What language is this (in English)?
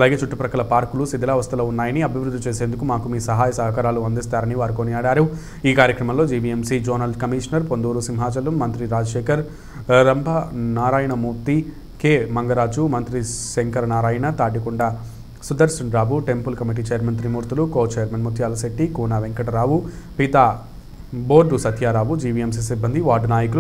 Telugu